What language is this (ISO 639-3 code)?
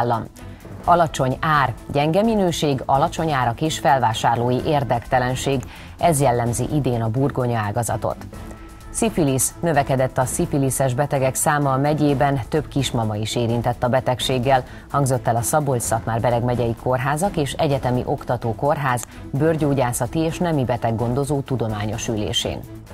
hun